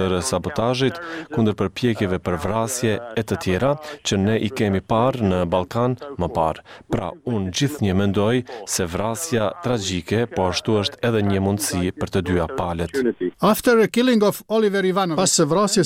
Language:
Albanian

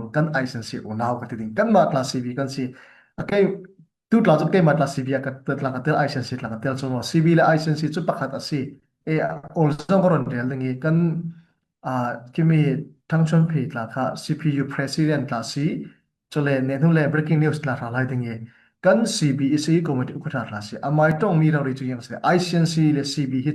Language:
Falam Chin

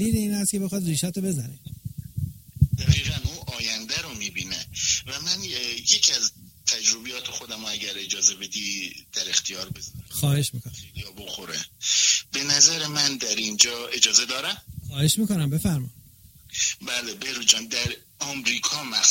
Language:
Persian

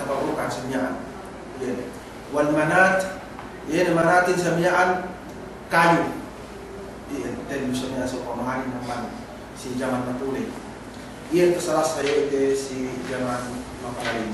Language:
Yakan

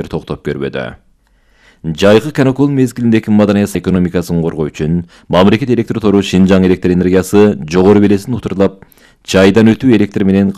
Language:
Kyrgyz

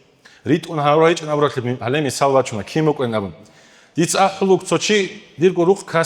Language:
Avaric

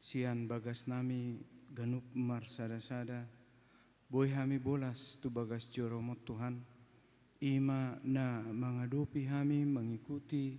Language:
Batak Toba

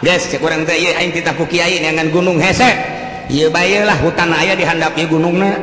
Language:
Sundanese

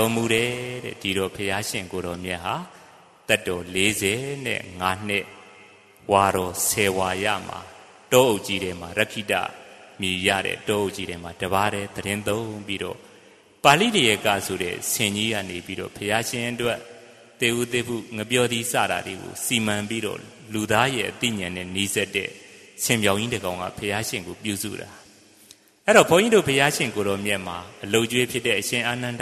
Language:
Burmese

